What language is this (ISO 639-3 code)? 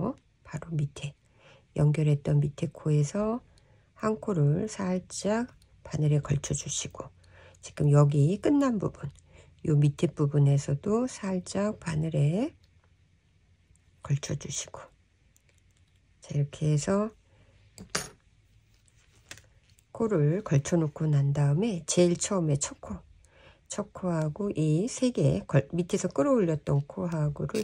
kor